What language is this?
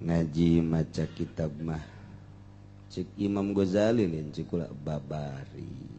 Sundanese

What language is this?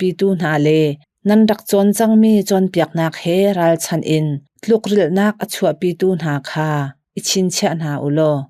Hakha Chin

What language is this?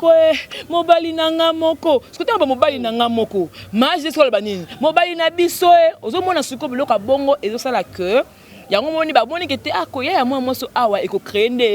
Lingala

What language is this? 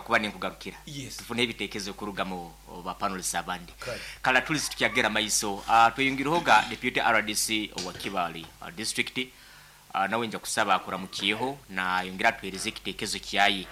Nyankole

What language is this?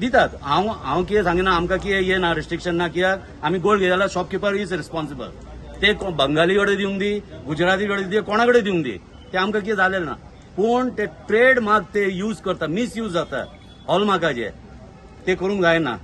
Konkani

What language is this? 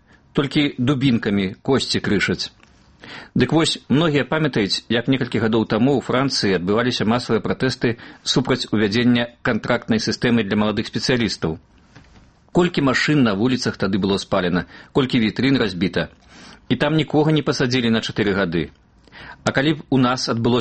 Belarusian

